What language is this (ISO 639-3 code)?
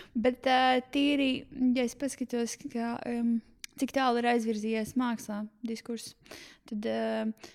lav